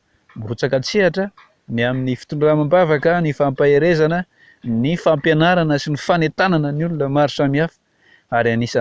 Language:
Malagasy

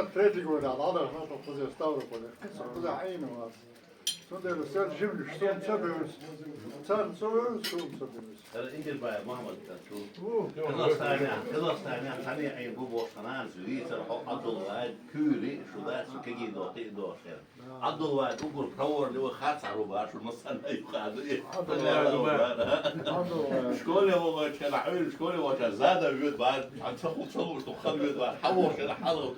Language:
Chechen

